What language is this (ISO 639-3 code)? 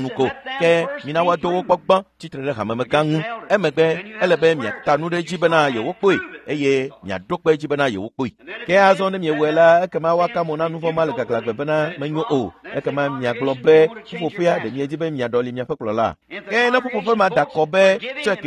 ewe